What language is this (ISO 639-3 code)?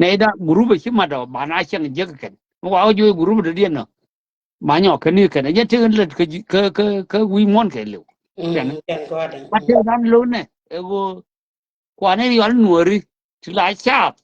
nus